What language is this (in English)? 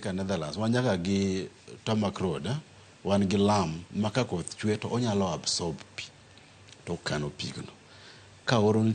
Luo (Kenya and Tanzania)